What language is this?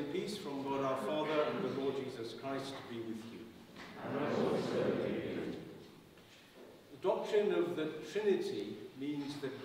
English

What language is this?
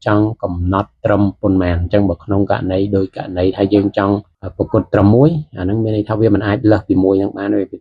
Khmer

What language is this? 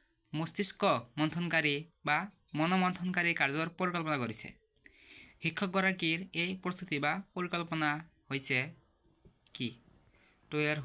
Assamese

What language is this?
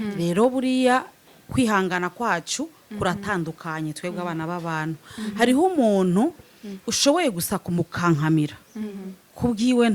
Rundi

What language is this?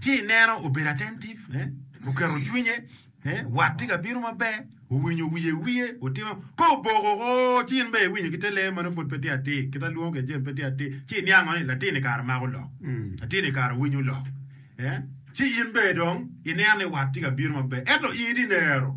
Acoli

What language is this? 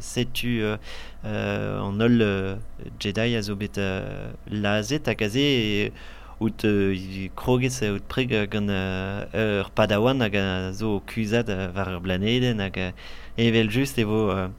Breton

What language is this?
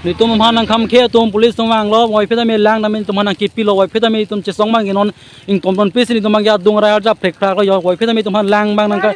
Karbi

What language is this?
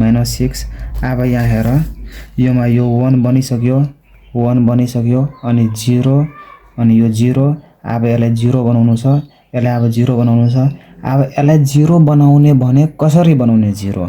Nepali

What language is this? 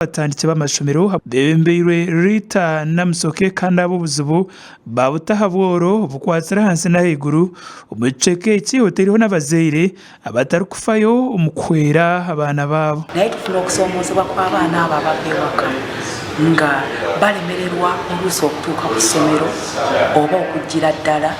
Nyankole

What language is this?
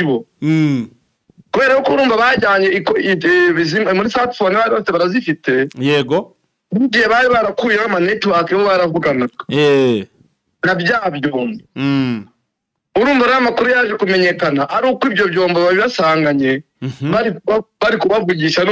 Kinyarwanda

